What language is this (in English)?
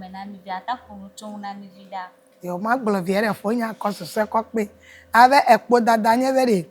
Ewe